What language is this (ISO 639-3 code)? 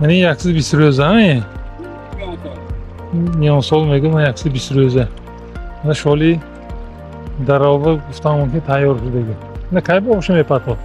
tgk